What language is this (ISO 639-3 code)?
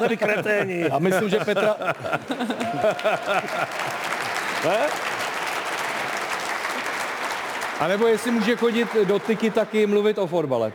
ces